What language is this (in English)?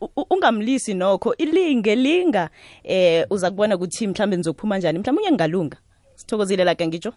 South Ndebele